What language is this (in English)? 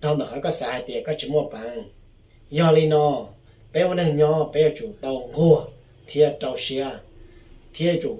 Hmong